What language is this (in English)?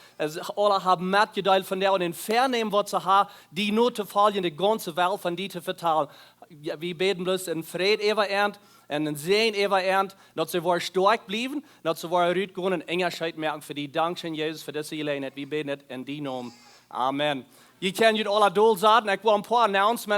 Plautdietsch